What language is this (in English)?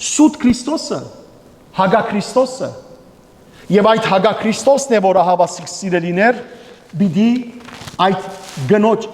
Western Armenian